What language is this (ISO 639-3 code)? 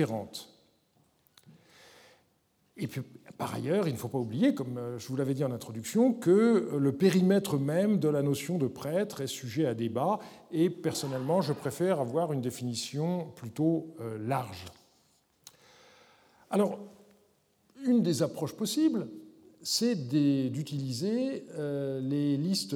fra